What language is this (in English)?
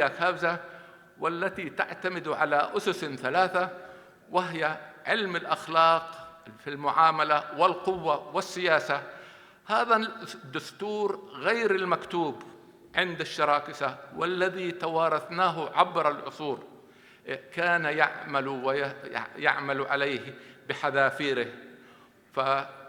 North Levantine Arabic